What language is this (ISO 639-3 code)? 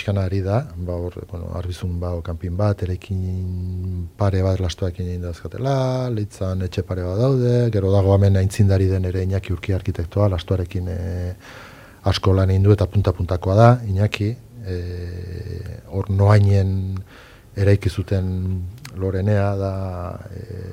eus